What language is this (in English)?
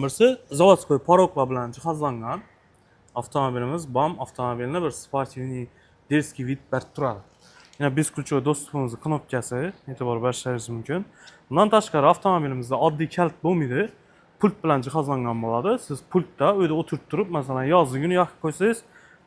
Uzbek